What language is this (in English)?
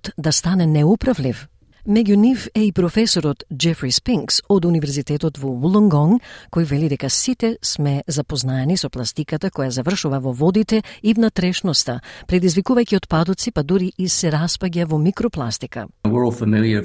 Macedonian